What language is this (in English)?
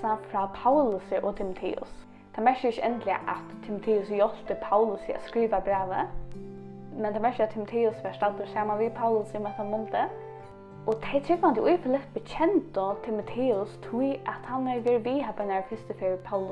Faroese